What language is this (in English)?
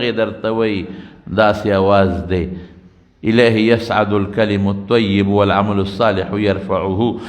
Pashto